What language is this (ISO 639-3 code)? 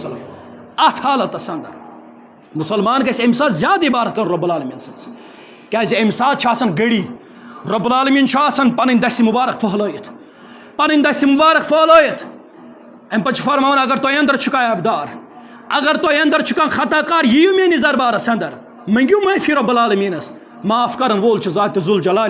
kas